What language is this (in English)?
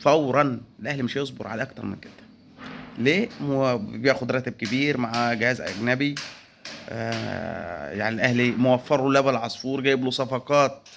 Egyptian Arabic